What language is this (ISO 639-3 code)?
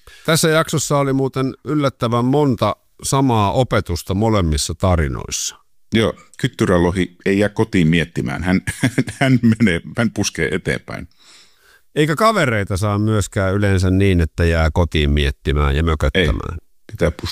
fin